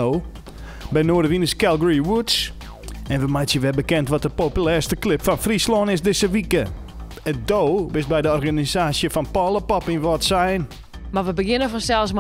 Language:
Western Frisian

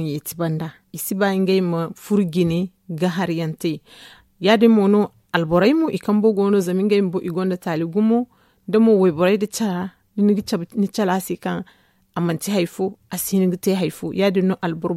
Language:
Zarma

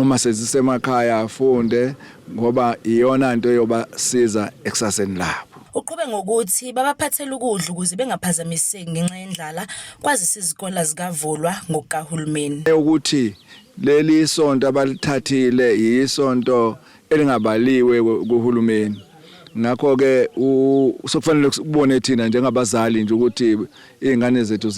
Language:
Zulu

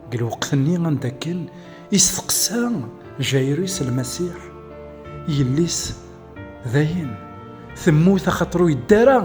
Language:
Kabyle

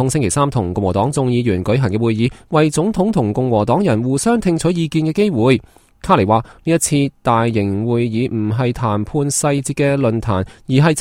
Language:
Cantonese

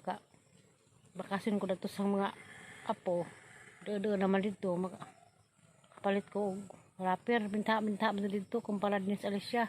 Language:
Cebuano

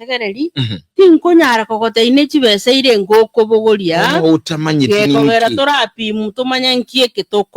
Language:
Gusii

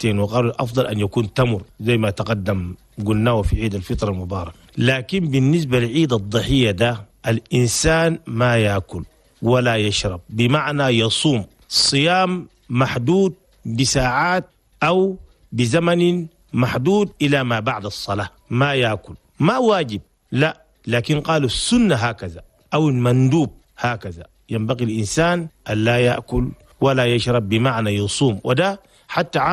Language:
Chadian Arabic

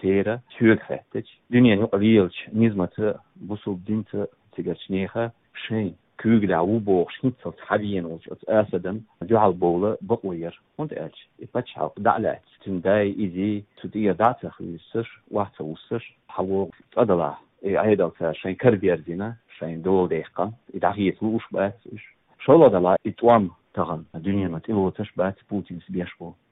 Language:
Chechen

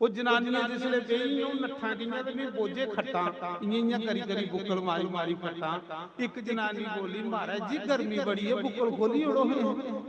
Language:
Dogri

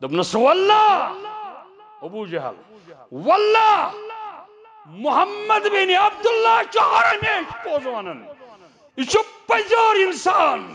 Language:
Kashmiri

